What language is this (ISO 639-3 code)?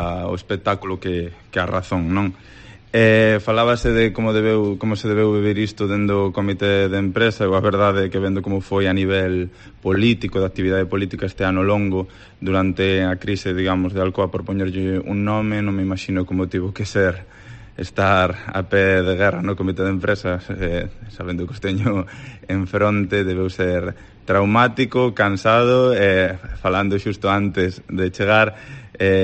glg